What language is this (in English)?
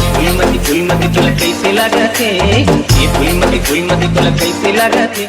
Chhattisgarhi